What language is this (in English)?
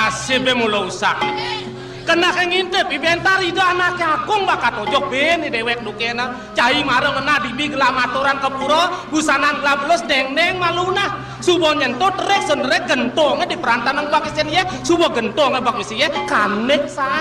Balinese